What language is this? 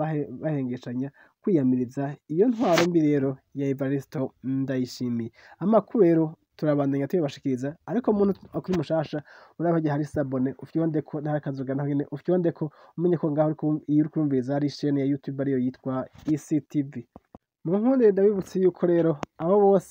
Rundi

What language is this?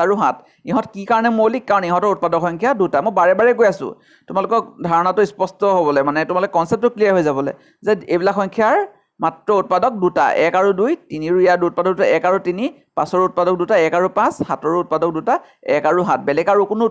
Assamese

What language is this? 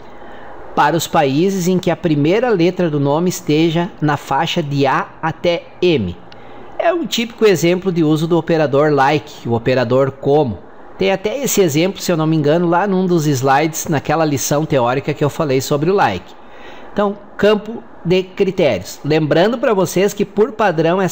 Portuguese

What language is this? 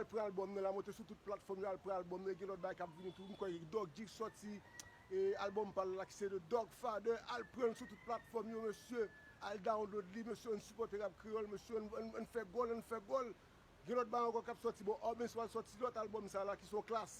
Haitian Creole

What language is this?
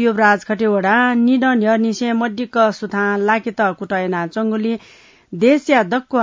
Newari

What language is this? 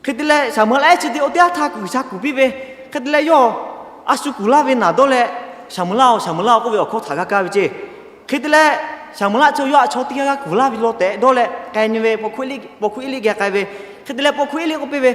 Lahu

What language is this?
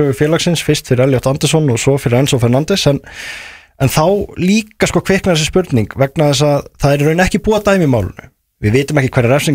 Icelandic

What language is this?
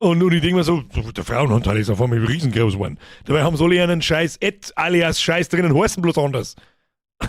Bavarian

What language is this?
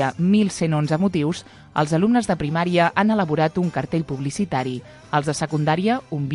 Catalan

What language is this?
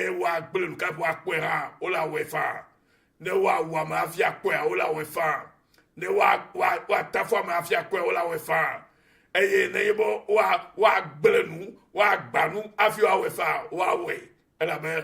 Ewe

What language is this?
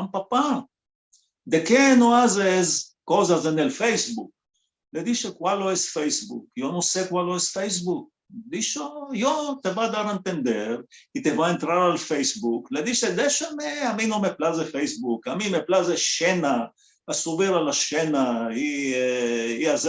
Ladino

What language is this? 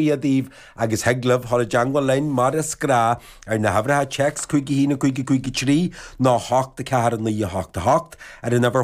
Irish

